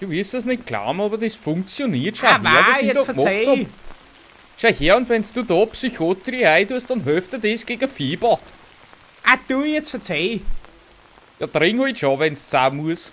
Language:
Bavarian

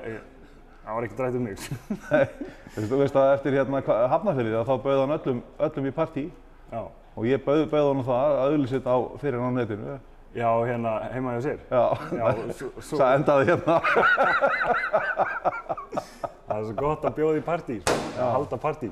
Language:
Icelandic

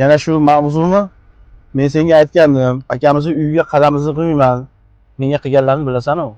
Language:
Uzbek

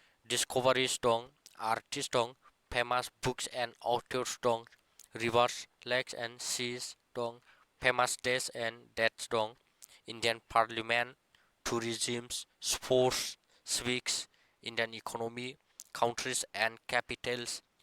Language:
Bodo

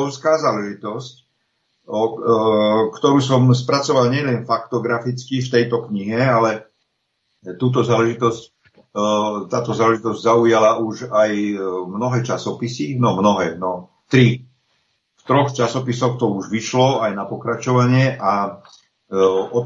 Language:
Slovak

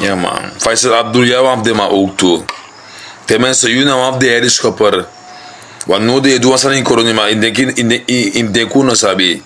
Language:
Sranan Tongo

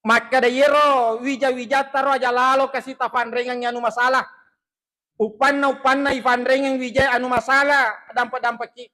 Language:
Buginese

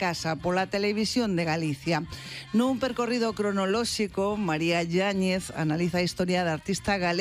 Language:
Galician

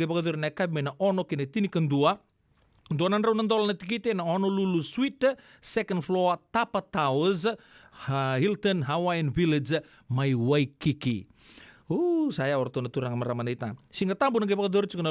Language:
Fijian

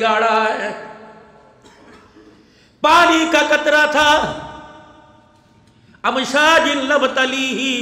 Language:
Urdu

